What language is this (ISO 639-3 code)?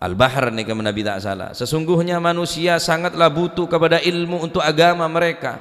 mad